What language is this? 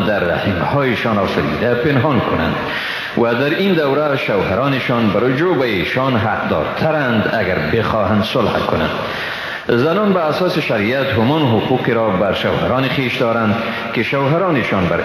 Persian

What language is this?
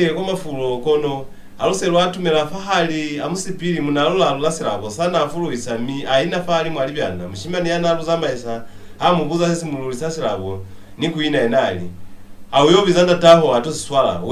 Lozi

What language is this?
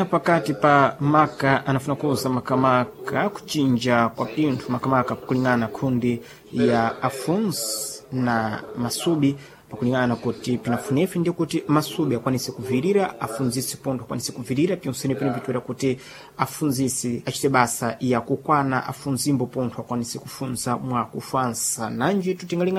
Sena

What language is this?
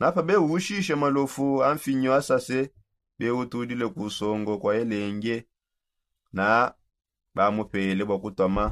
Songe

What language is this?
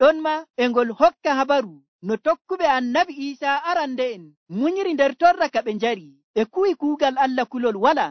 Nigerian Fulfulde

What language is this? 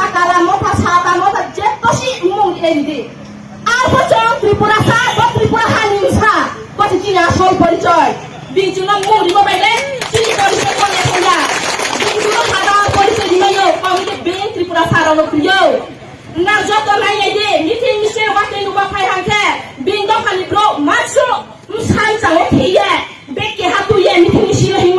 Kok Borok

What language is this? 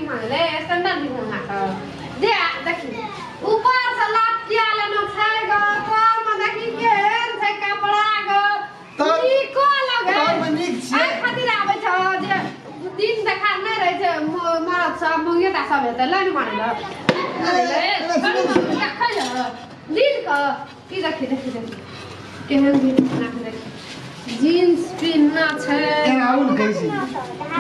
Maithili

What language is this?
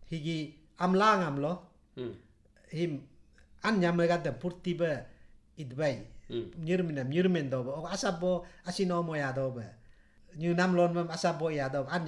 Galo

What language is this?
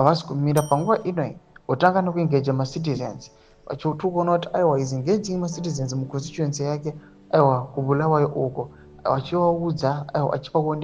Shona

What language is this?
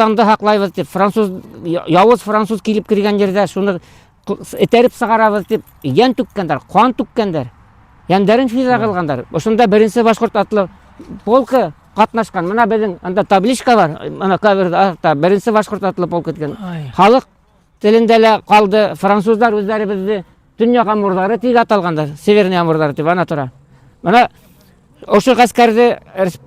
Bashkir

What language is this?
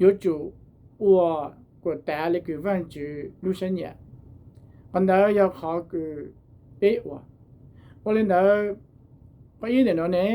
Hmong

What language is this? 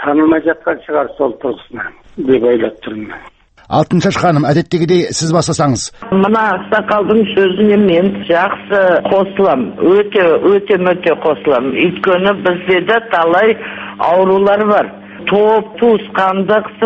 Kazakh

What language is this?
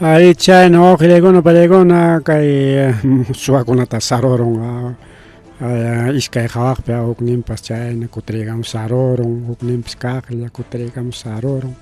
Ayacucho Quechua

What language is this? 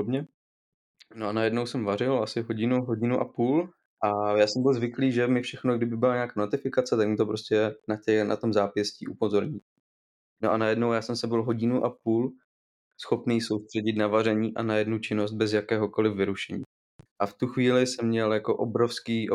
Czech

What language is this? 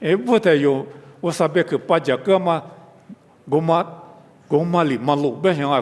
Lisu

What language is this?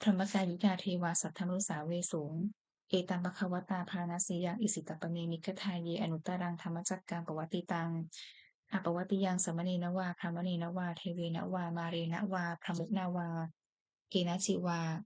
Pali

